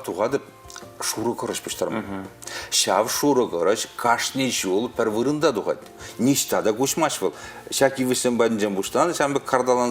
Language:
Chuvash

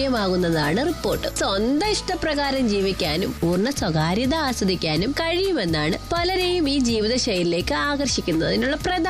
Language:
Malayalam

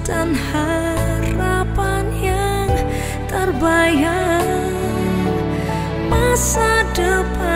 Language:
Malay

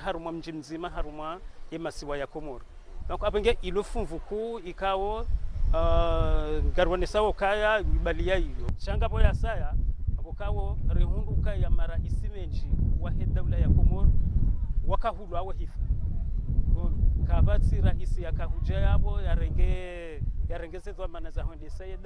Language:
Ngazidja Comorian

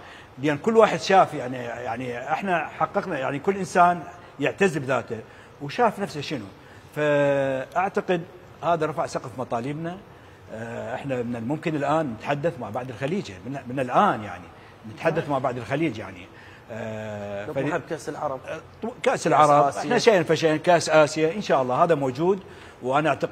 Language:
Mesopotamian Arabic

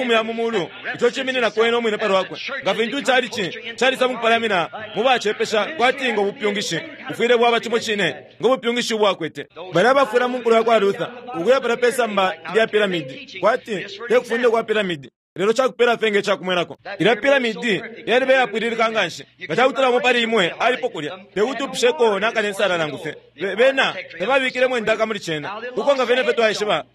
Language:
Bemba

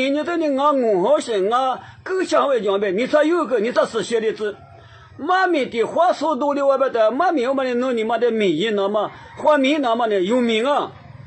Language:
Lisu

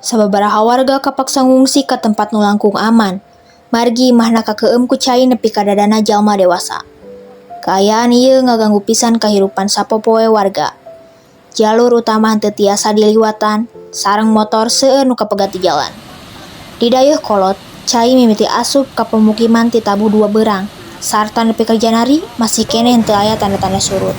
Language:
Sundanese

